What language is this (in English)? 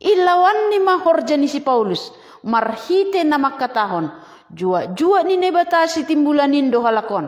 Batak Simalungun